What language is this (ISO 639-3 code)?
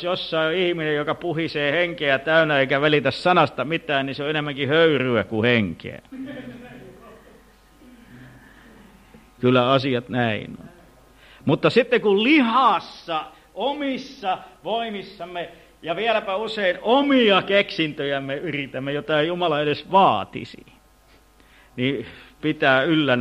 fin